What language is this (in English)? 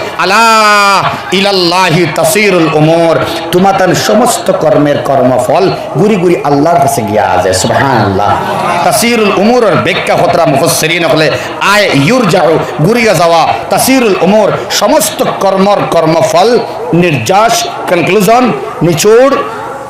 Sylheti